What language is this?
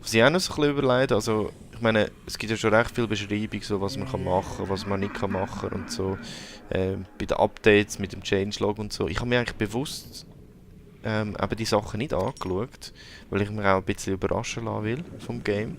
Swiss German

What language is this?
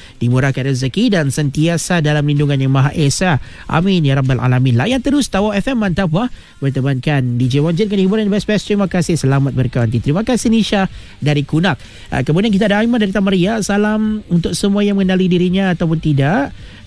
Malay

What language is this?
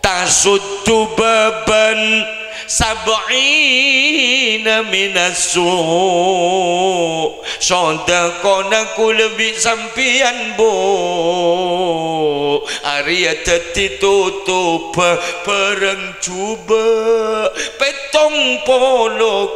Madurese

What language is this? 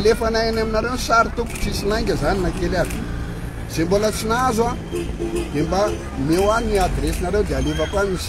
Malagasy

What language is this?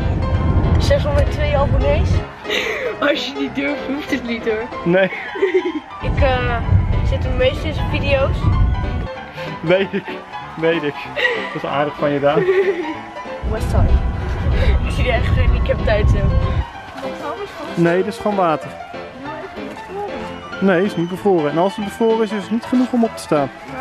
Dutch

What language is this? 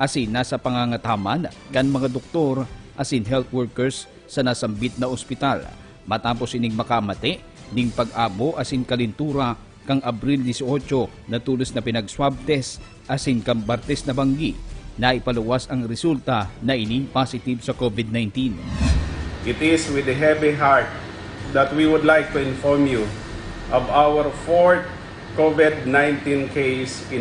Bikol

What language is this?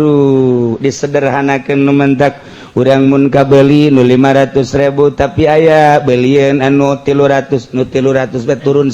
Sundanese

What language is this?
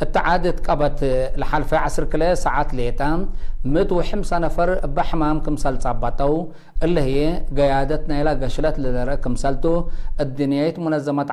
Tigre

